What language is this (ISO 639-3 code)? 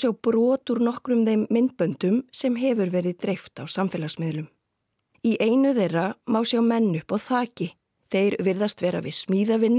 isl